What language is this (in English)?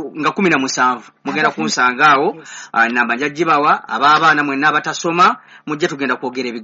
Ganda